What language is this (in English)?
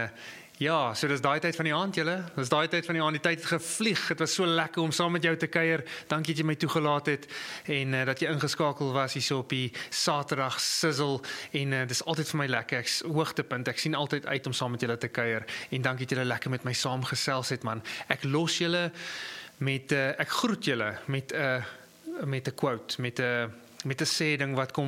Afrikaans